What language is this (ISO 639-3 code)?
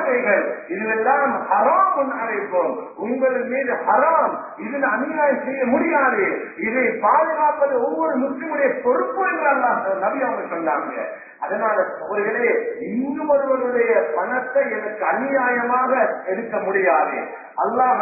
tam